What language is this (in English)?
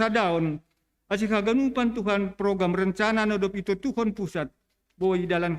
Batak Simalungun